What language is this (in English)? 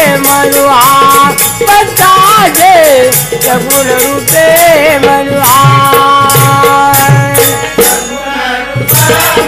Marathi